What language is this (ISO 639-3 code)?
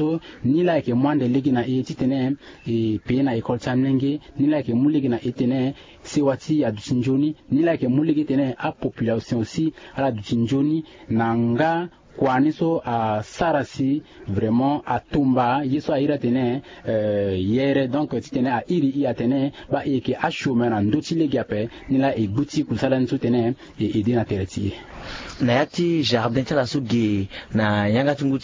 sag